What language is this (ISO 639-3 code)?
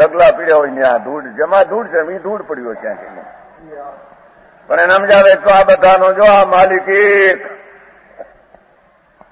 guj